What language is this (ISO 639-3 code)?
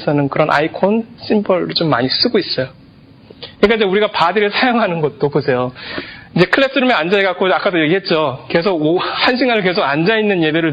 kor